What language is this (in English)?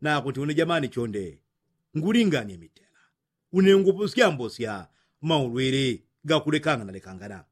Yao